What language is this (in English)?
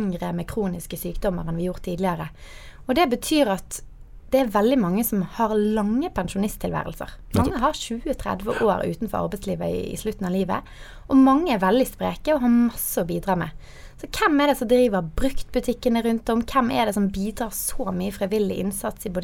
Norwegian